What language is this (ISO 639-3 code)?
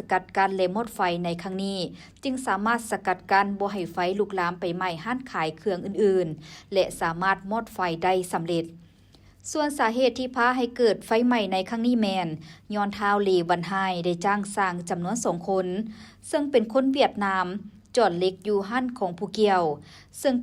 lao